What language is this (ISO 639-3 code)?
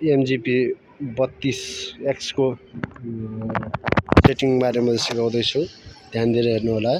nep